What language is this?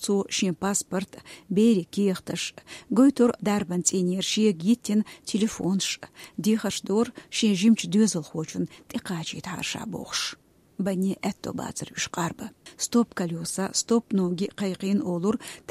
Chechen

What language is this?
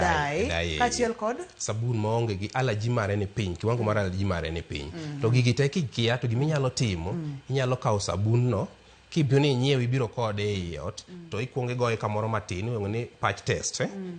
Luo (Kenya and Tanzania)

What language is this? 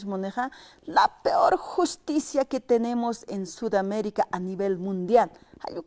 Aymara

